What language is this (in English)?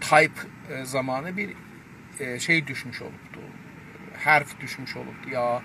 South Azerbaijani